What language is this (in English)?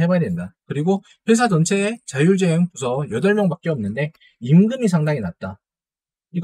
Korean